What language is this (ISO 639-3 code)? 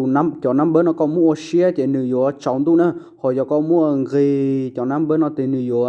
hmn